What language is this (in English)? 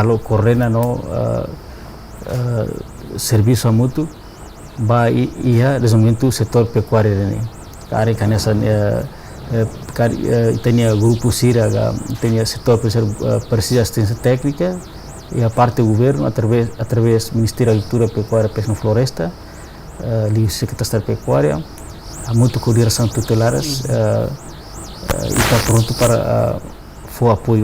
Tetum